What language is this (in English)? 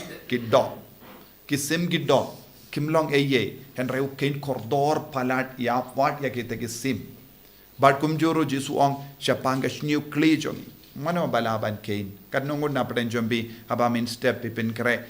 Khasi